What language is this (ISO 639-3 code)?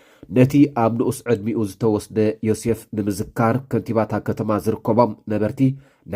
tir